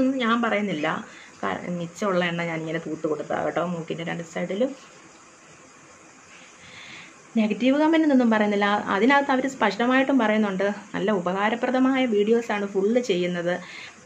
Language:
Malayalam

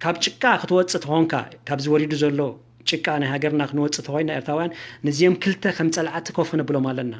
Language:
Tigrinya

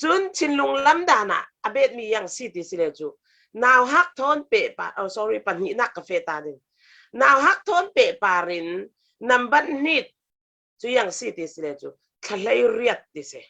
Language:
Falam Chin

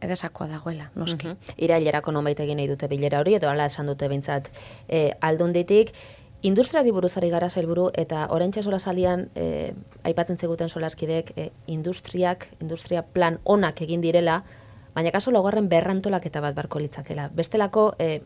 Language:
Basque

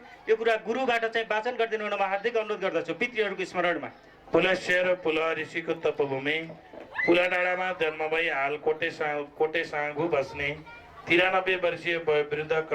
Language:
Nepali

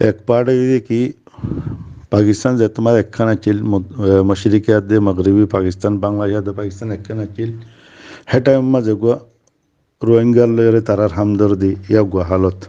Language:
Rohingya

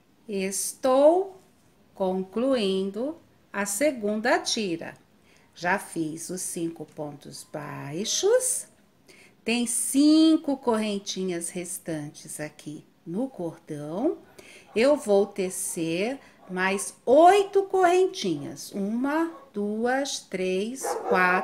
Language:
Portuguese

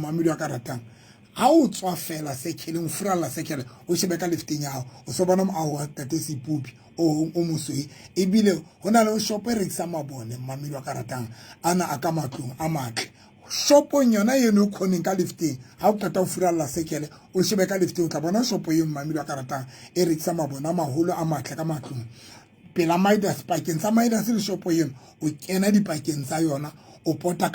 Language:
Southern Sotho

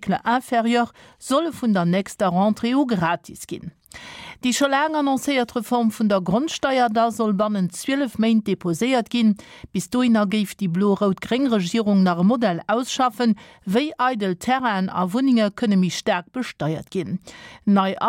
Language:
Luxembourgish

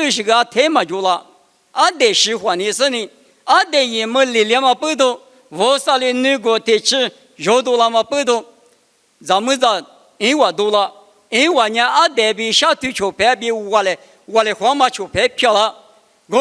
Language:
Lisu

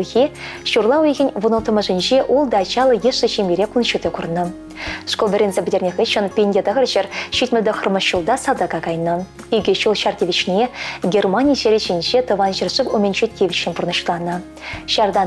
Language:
Chuvash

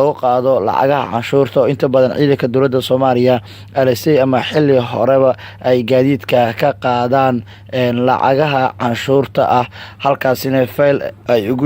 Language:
Somali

